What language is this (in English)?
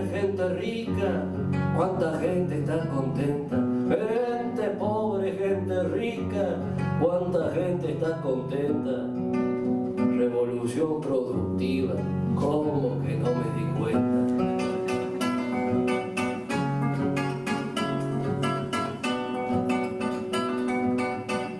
Spanish